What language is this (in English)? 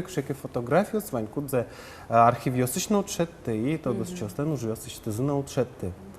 Udmurt